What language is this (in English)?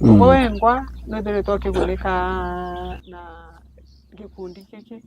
Meru